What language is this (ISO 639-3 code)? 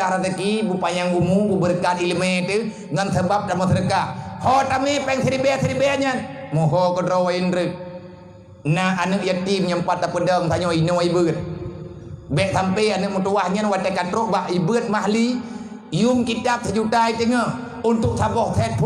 ace